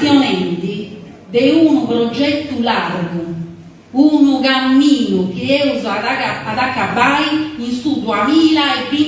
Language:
Sardinian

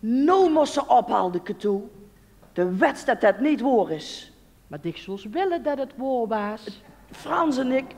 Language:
Limburgish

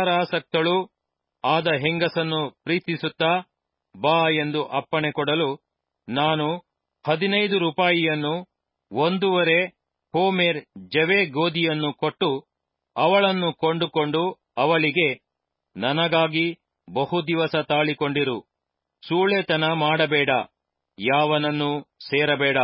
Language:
Kannada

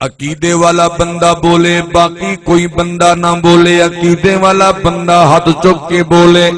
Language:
Saraiki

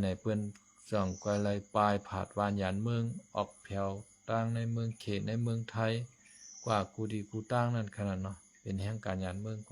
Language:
Shan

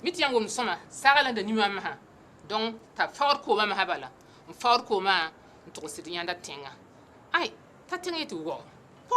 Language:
Mossi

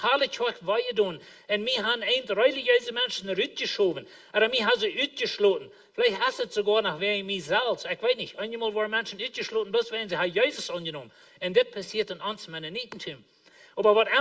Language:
Plautdietsch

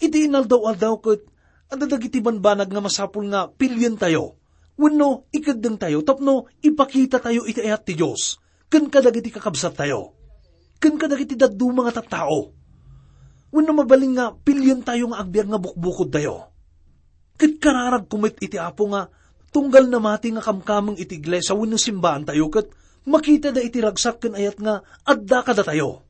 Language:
Iloko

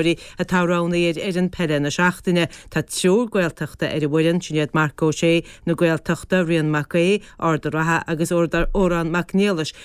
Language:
Irish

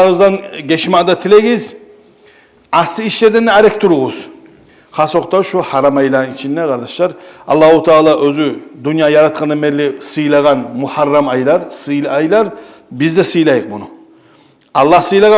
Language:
Kumyk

